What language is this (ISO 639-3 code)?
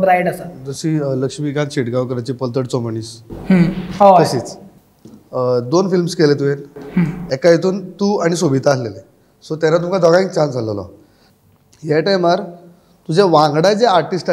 kok